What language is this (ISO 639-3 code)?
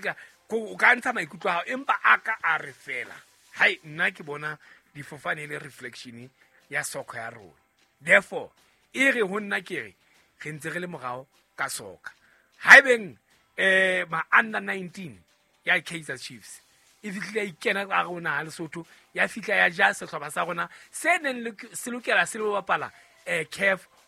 sot